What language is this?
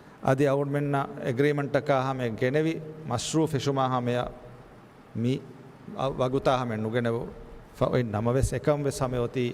Divehi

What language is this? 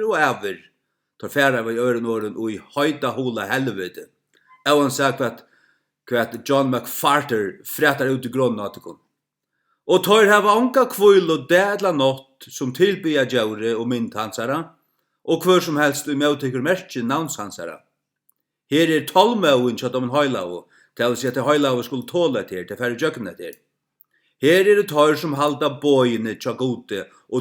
Faroese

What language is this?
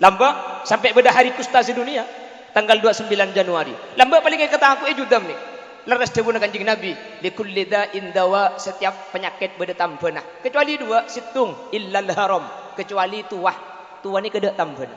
Madurese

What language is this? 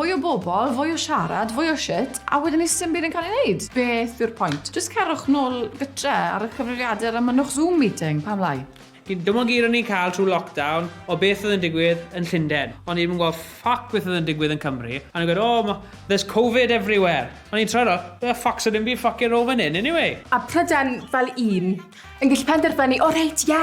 Welsh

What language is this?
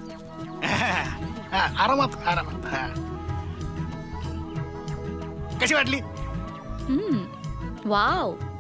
Marathi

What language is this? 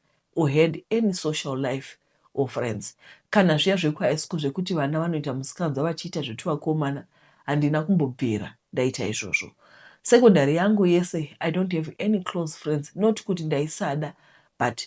Shona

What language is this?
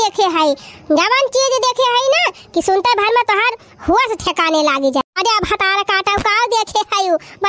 Awadhi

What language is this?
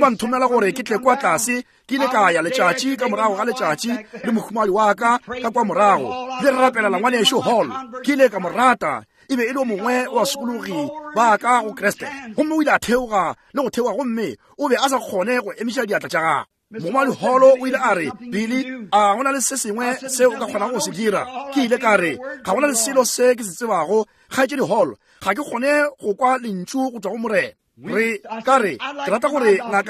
Northern Sotho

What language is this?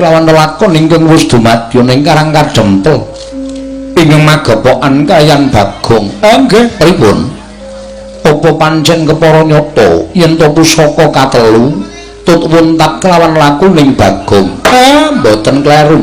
Javanese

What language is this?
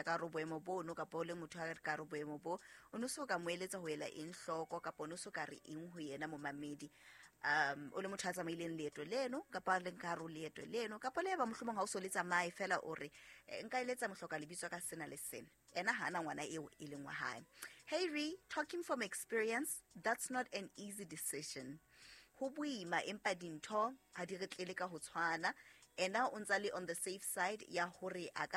Southern Sotho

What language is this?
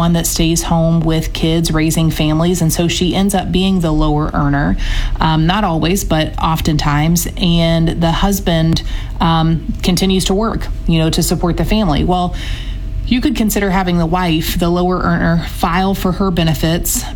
English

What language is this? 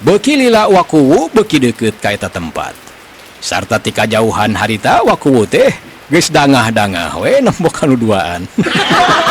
Sundanese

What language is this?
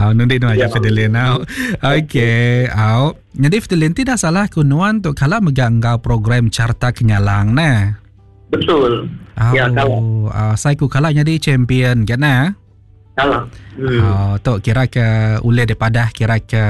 Iban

